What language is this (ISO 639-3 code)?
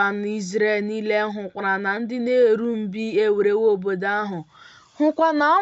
ibo